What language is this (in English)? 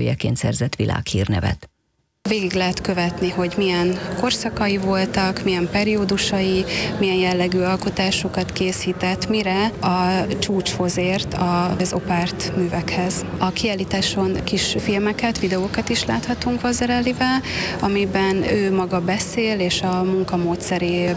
Hungarian